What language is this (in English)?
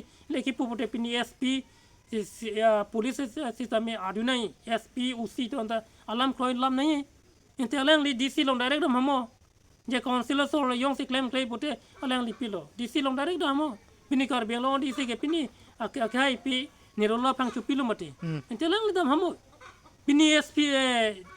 Karbi